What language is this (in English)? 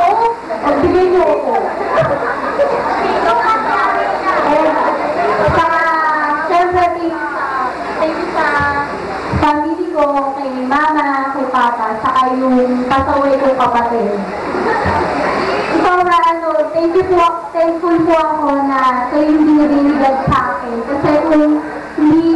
Filipino